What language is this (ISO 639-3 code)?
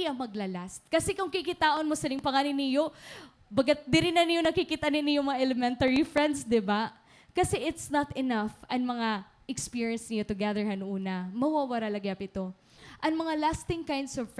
war